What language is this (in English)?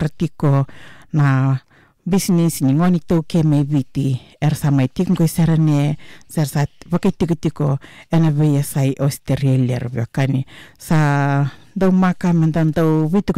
Fijian